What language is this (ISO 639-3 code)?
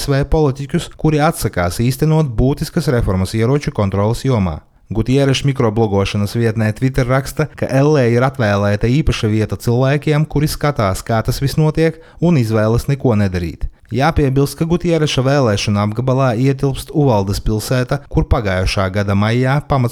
lav